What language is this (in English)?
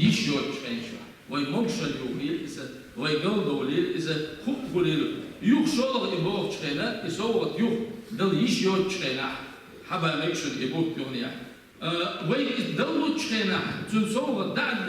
Chechen